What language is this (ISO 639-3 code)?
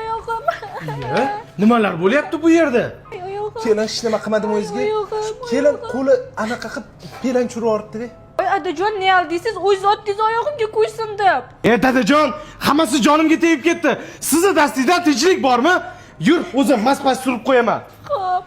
uzb